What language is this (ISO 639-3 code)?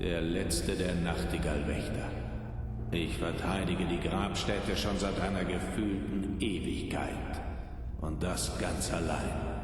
bar